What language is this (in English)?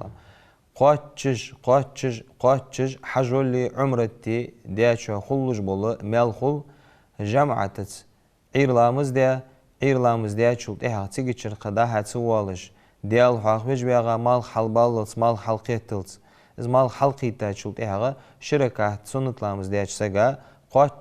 Ingush